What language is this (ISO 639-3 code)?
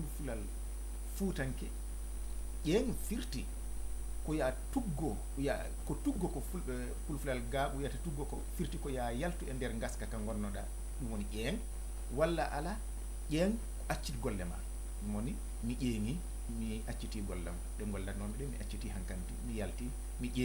ful